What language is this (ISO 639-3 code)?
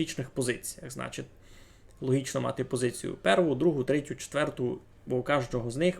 rue